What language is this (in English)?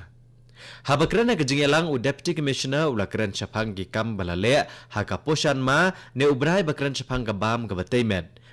Khasi